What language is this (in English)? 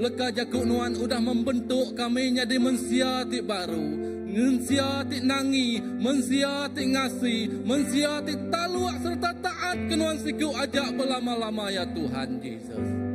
Iban